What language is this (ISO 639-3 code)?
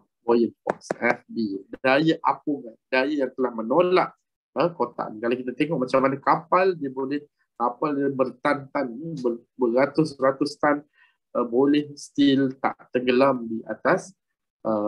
msa